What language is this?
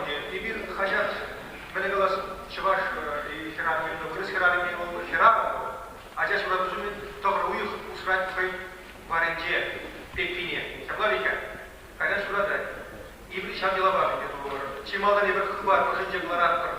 Chuvash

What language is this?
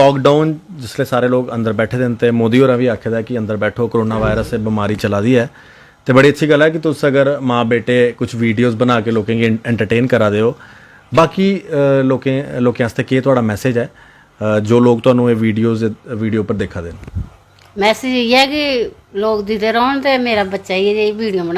Dogri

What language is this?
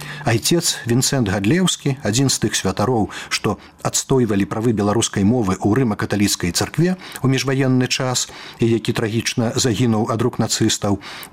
Belarusian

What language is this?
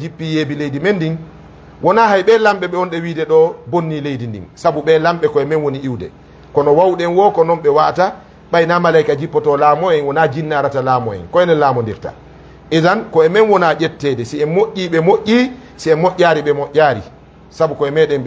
Fula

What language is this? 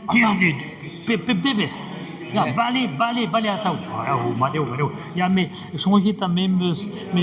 Breton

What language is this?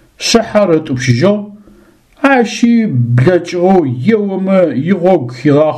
Adyghe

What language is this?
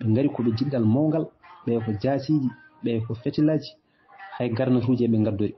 Fula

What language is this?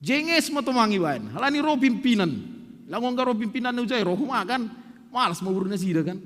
Batak Simalungun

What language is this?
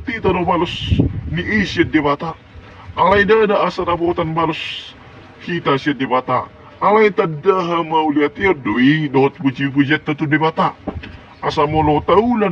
Batak Toba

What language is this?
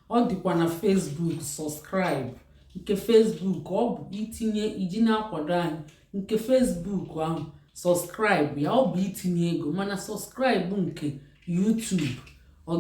Igbo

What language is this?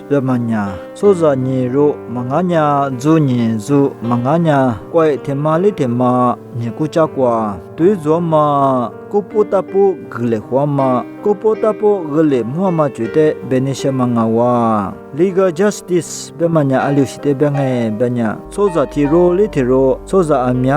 Lisu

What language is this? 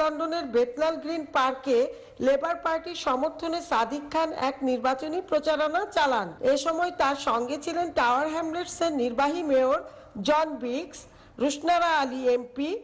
Bangla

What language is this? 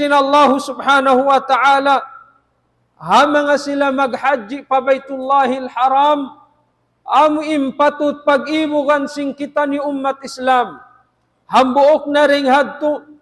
Tausug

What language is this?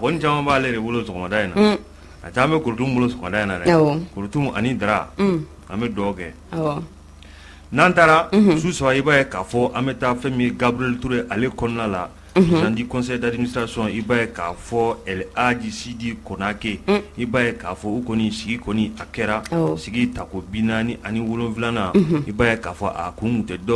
Bambara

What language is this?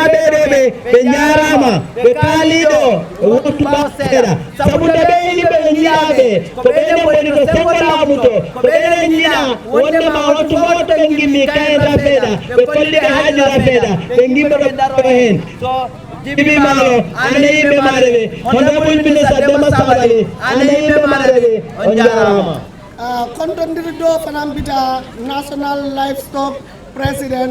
Fula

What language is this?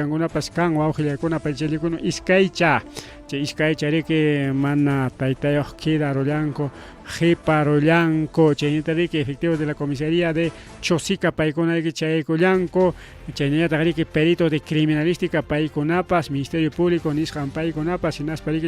Ayacucho Quechua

